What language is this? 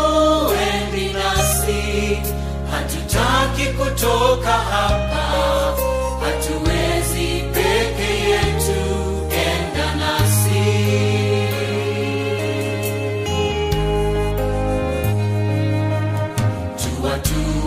Swahili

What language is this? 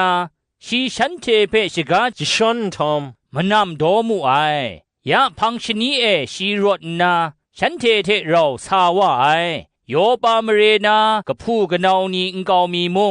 Kachin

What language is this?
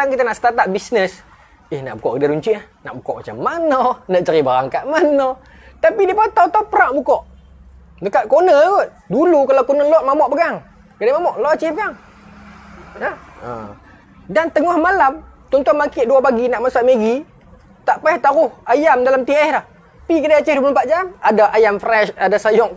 Malay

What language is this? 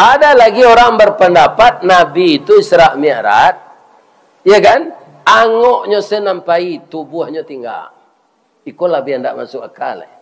Minangkabau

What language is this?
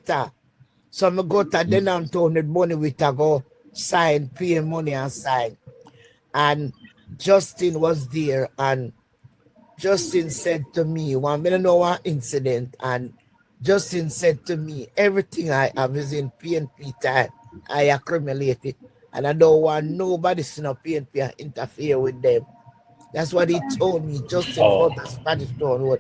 Jamaican Creole English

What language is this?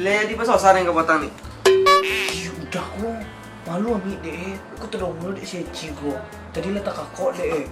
Minangkabau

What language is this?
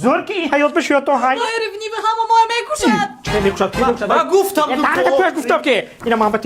Tajik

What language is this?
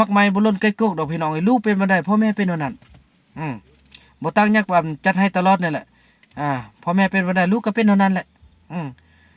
Lao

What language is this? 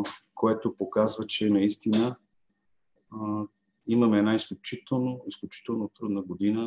Bulgarian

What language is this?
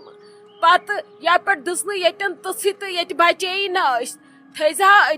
Kashmiri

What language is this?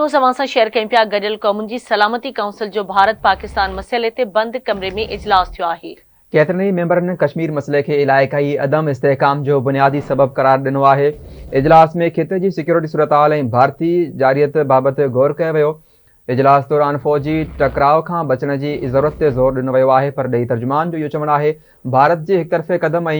Sindhi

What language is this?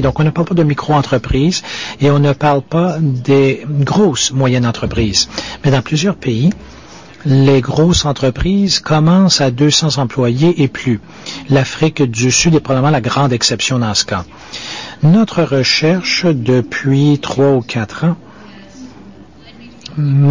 French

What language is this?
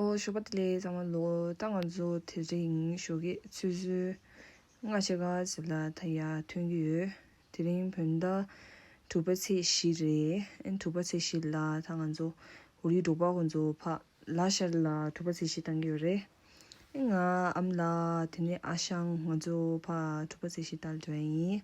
Tibetan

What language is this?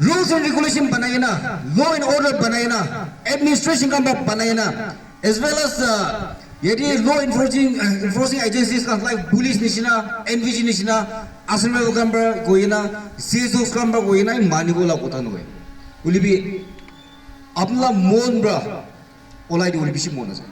Naga Pidgin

